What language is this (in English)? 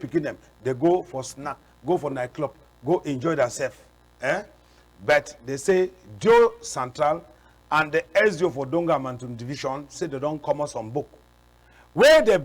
Cameroon Pidgin